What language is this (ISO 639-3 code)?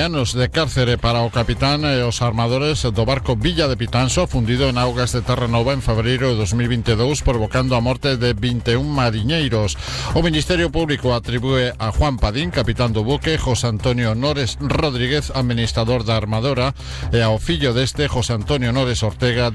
glg